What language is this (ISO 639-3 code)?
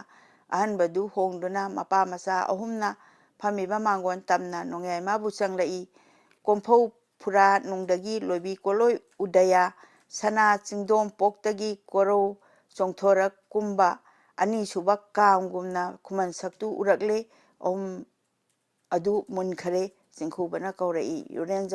mni